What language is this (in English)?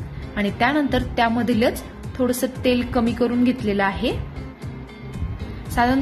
Marathi